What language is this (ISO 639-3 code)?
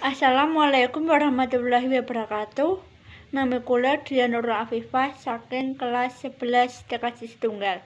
jav